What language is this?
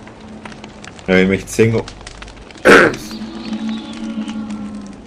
German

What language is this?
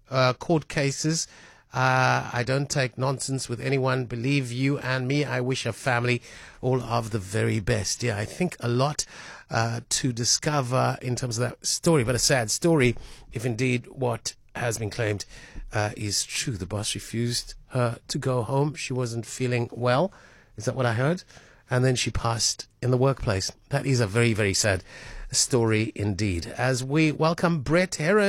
English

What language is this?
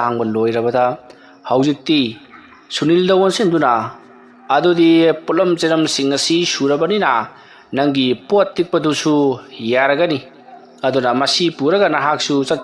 Manipuri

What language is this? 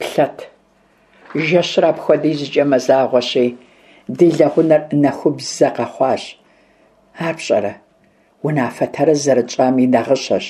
Kabardian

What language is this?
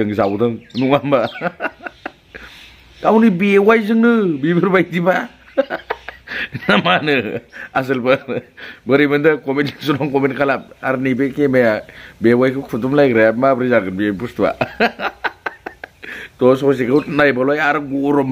Bodo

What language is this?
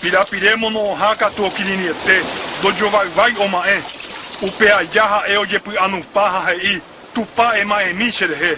Guarani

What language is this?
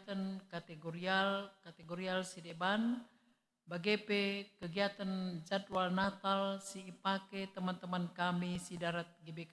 Batak Karo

